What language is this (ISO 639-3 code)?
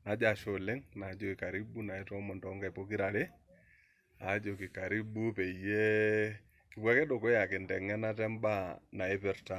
mas